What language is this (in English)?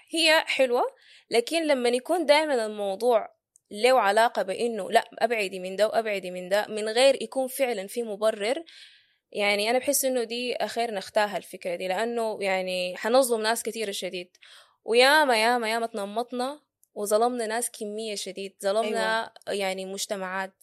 Sudanese Arabic